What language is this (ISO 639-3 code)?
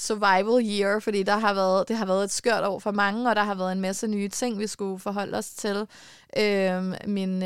dan